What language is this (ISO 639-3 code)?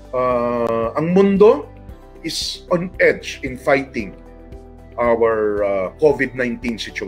fil